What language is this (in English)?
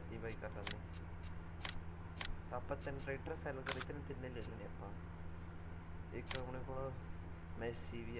Punjabi